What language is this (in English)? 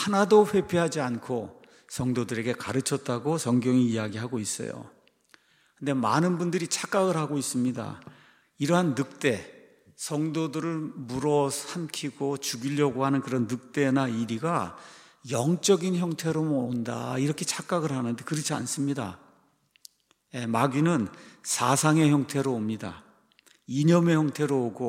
Korean